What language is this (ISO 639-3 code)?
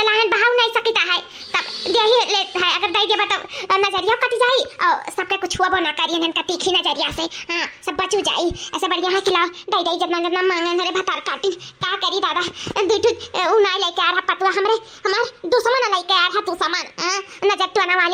awa